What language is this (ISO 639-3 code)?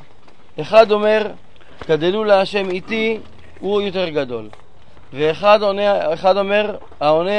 heb